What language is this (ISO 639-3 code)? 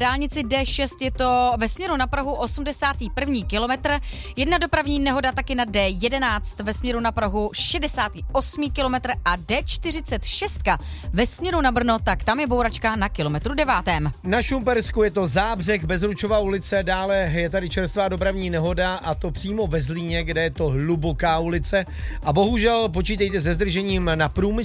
ces